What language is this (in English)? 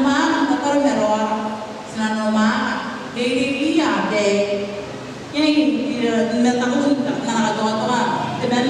Gilbertese